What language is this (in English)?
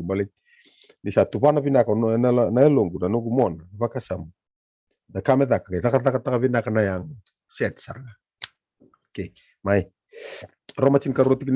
Fijian